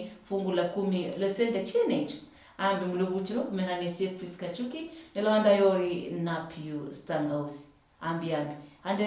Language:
Luyia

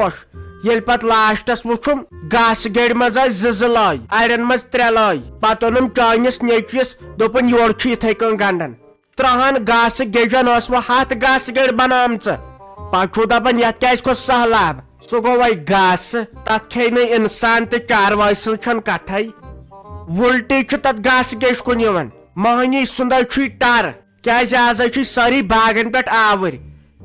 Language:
Kashmiri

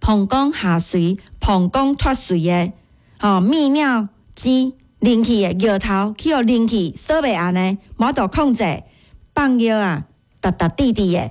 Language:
Min Nan Chinese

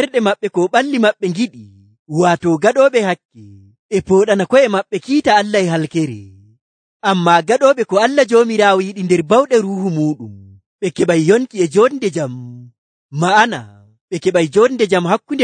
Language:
Nigerian Fulfulde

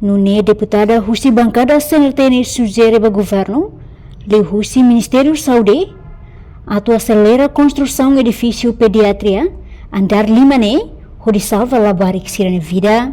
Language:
Tetum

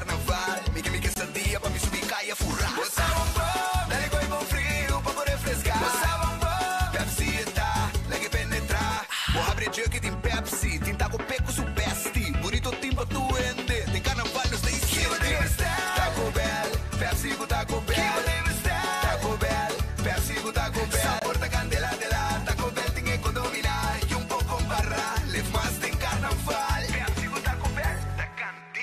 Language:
Papiamento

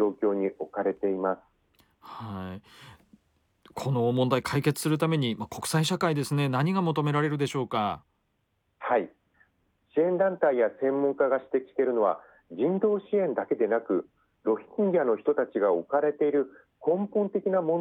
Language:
Japanese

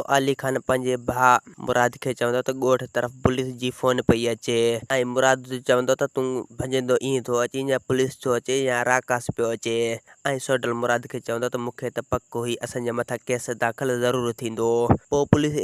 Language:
Sindhi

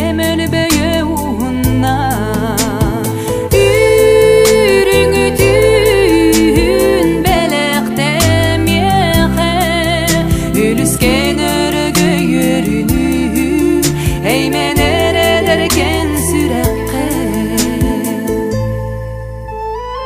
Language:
Yakut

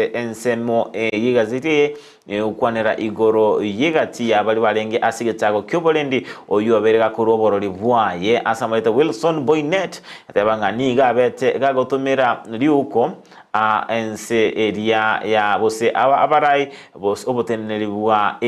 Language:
Gusii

